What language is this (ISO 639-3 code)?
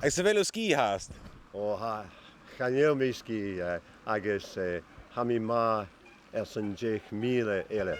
gla